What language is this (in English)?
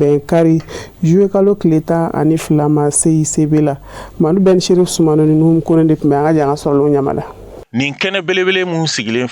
Bambara